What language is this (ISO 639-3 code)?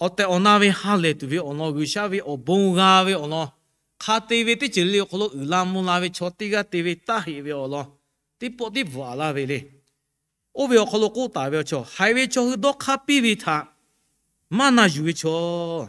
lhu